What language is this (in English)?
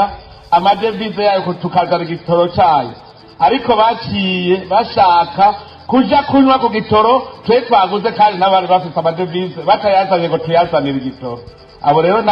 Rundi